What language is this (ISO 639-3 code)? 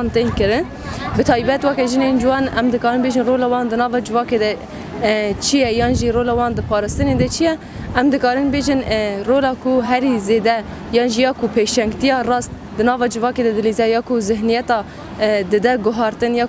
kur